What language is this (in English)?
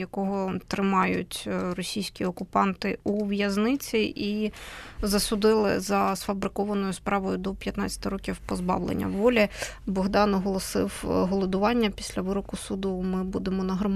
Ukrainian